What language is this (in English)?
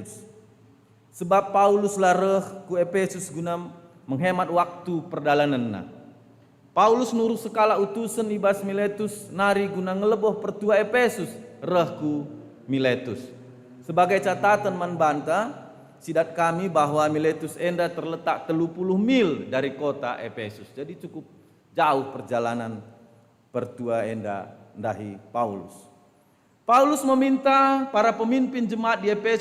Batak Karo